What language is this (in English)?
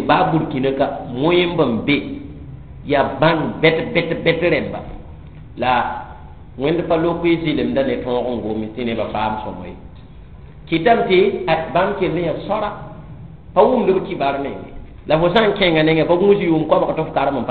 Mossi